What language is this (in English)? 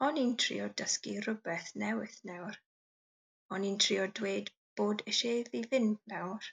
Welsh